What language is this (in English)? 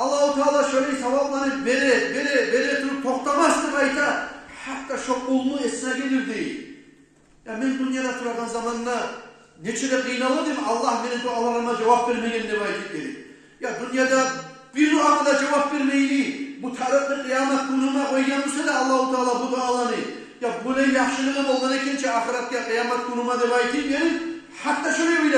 Kumyk